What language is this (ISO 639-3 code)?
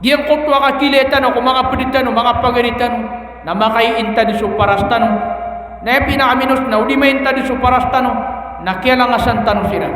mrw